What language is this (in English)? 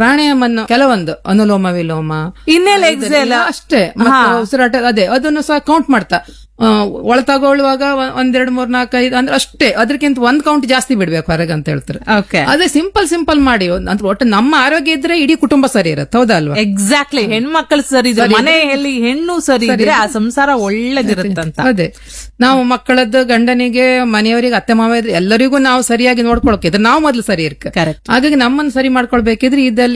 Kannada